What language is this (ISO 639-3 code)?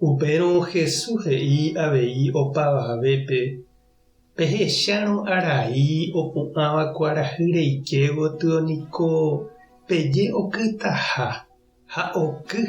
grn